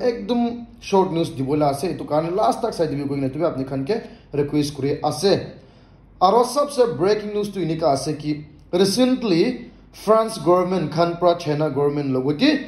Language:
Naga Pidgin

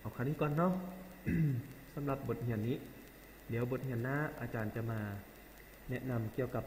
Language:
Lao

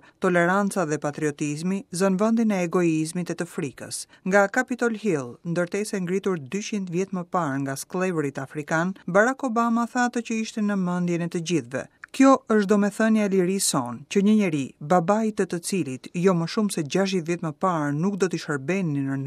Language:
Albanian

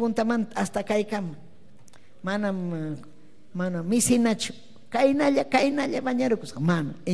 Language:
Ayacucho Quechua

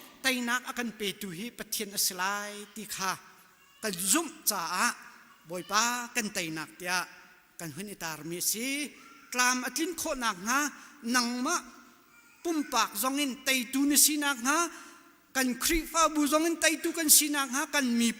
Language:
Hakha Chin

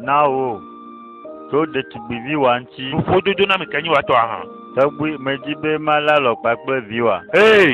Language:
Ewe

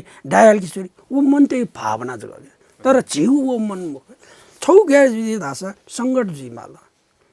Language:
Newari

